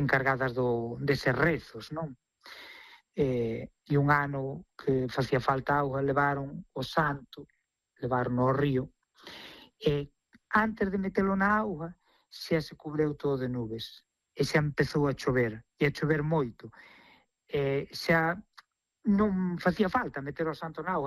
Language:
Galician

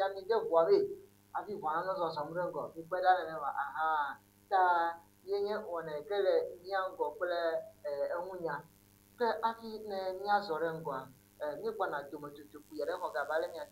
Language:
Ewe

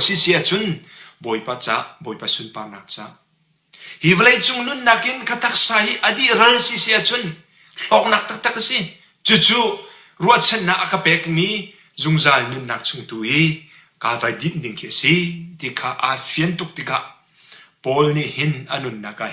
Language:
Hakha Chin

